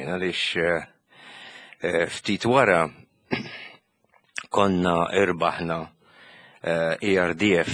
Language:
Maltese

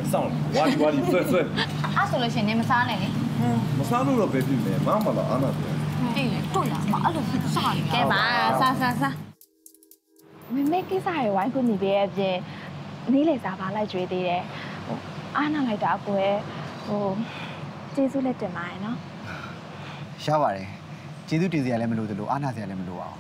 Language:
Burmese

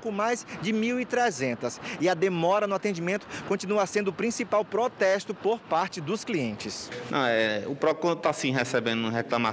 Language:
Portuguese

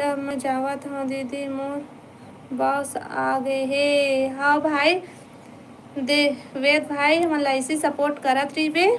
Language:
Chhattisgarhi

